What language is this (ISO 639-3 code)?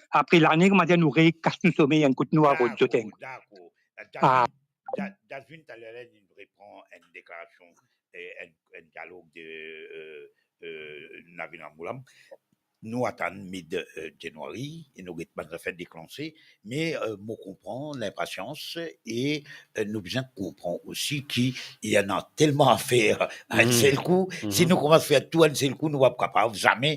mfe